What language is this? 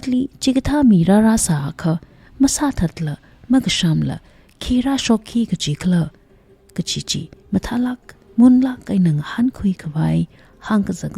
Tangkhul Naga (India)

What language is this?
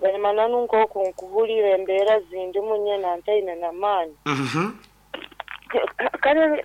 Nyankole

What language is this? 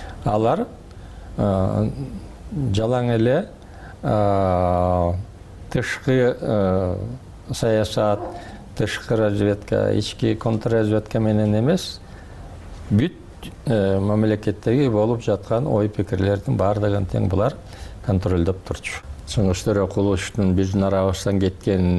Kyrgyz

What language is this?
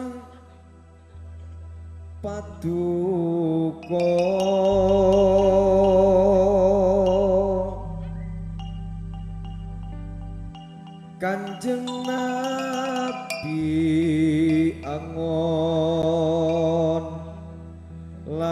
Arabic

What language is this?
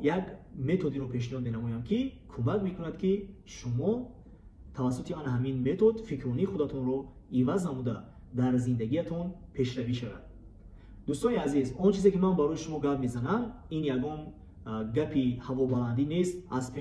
Tajik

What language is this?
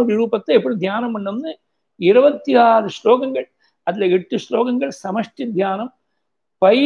Tamil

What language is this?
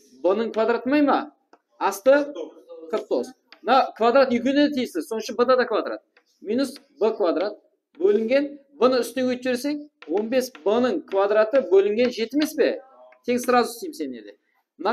Kara-Kalpak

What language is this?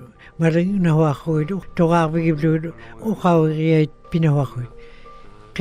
Western Canadian Inuktitut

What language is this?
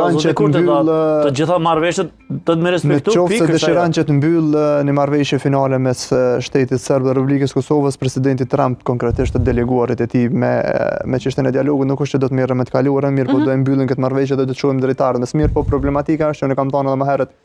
Albanian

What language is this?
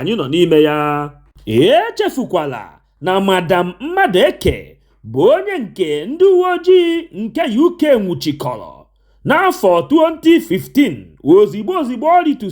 Igbo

